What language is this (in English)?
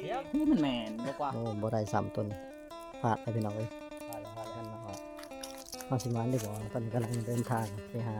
Lao